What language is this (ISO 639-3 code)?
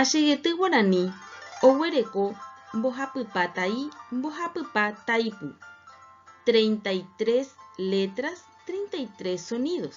grn